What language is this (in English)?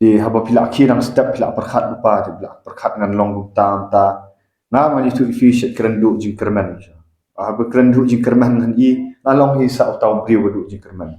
Khasi